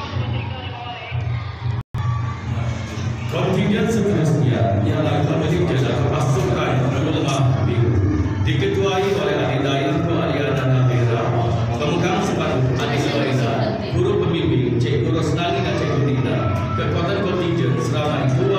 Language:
Malay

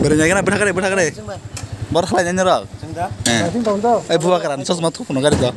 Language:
Kok Borok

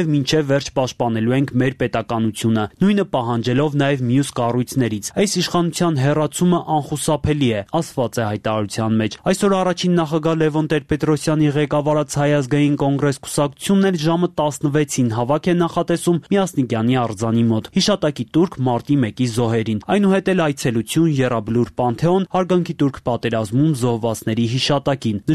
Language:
Armenian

